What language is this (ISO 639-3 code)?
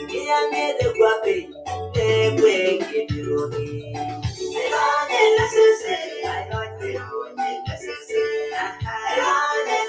mas